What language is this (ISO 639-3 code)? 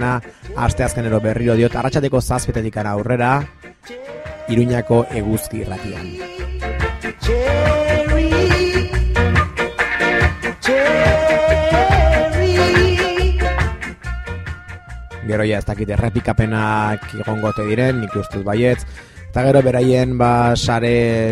eus